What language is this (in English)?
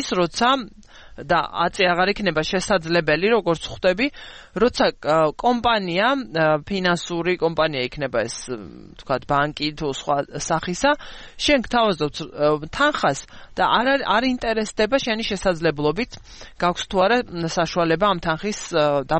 Georgian